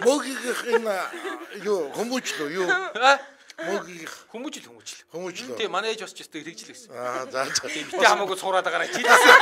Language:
Mongolian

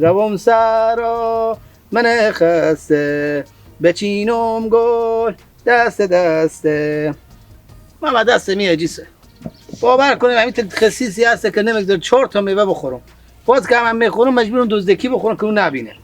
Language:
Persian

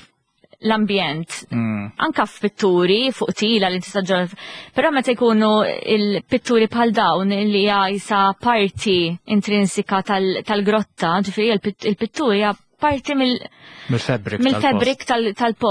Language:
Maltese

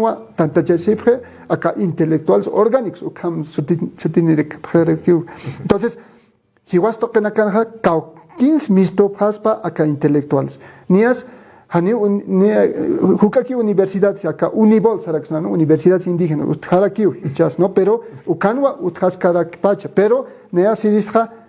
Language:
Aymara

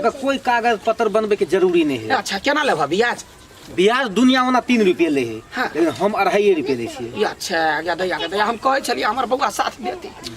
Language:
Maithili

